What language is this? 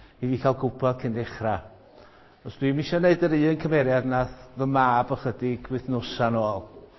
Welsh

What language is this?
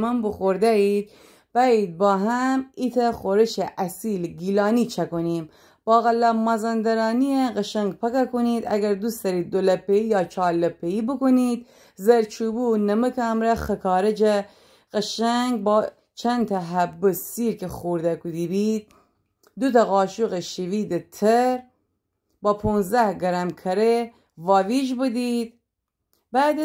Gilaki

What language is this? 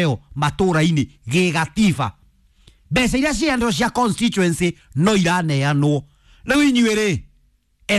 Kikuyu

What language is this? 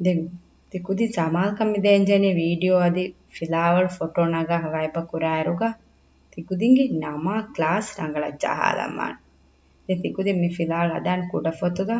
Divehi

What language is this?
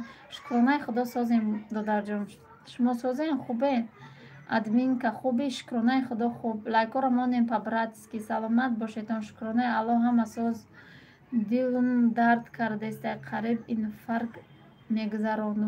Tajik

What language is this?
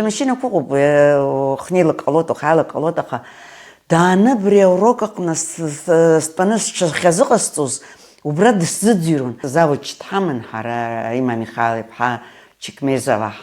Abkhazian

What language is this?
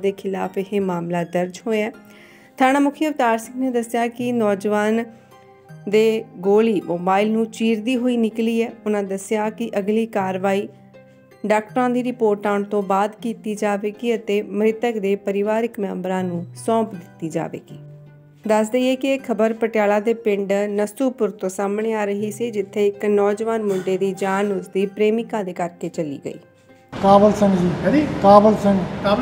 Punjabi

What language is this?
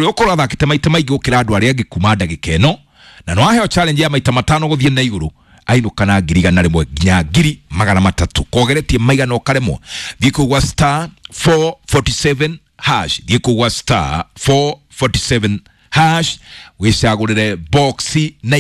Kikuyu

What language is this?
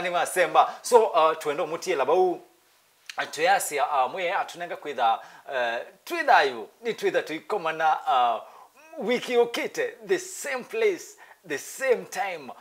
Kamba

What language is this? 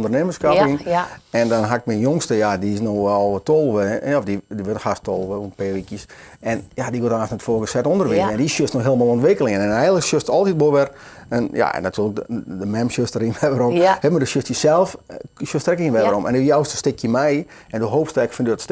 Western Frisian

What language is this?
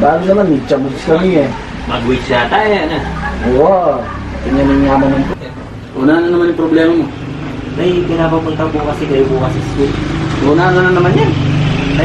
Pampanga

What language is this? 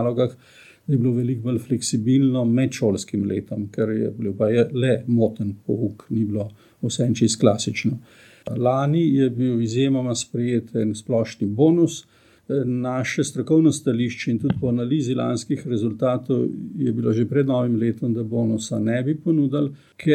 Slovenian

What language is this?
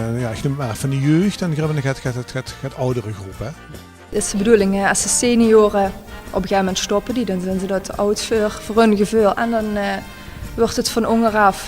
Limburgish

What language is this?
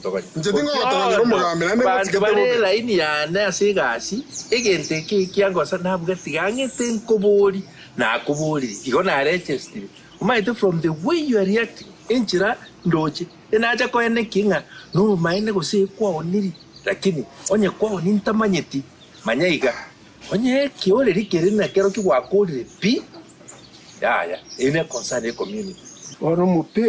Gusii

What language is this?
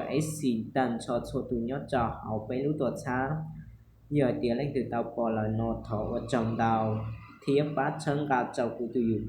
Hmong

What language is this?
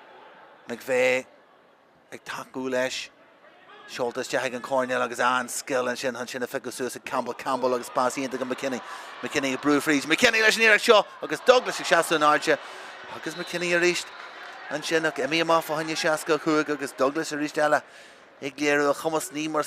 Irish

